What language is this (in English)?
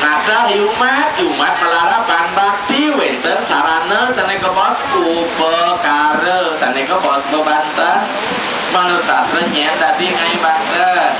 Balinese